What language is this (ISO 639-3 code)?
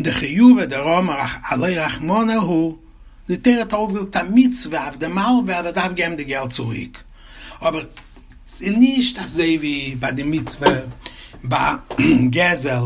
yid